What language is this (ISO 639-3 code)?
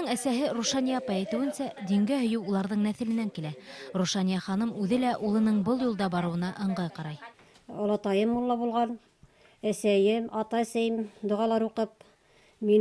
bak